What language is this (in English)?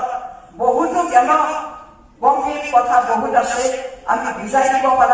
Assamese